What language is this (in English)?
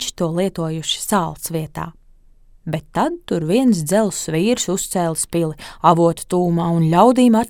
Latvian